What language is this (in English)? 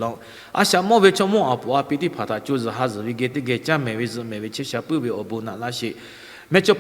Lahu